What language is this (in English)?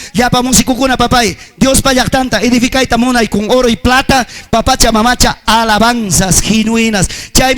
Ayacucho Quechua